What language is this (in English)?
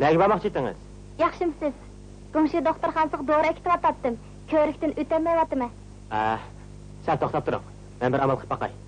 Uyghur